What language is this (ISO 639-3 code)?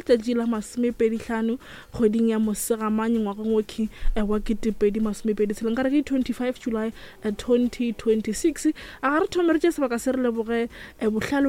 nso